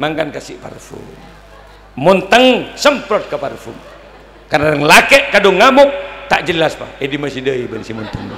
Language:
Madurese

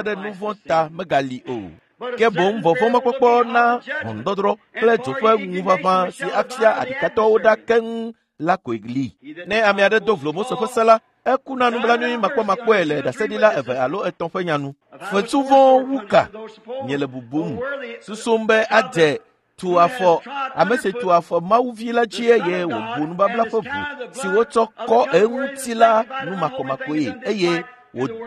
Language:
Ewe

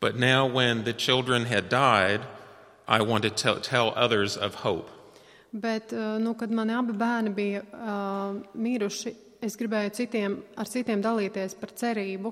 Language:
Latvian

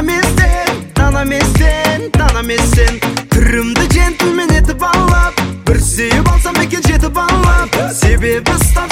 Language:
Kazakh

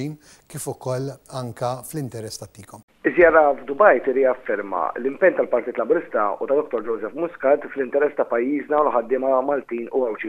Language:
Maltese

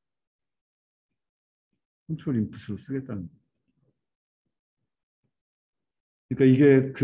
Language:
Korean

